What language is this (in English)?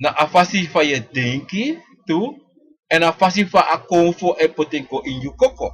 Sranan Tongo